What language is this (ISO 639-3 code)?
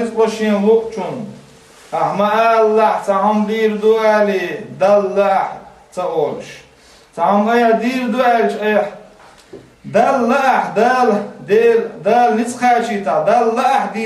che